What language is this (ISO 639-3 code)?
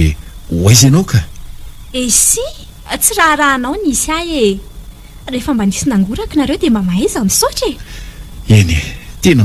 mlg